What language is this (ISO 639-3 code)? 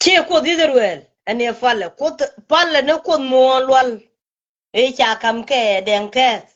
nus